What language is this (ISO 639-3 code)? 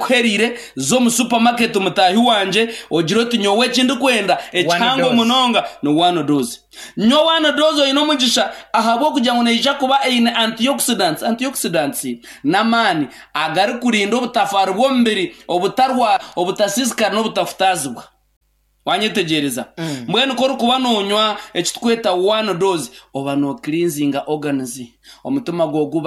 nyn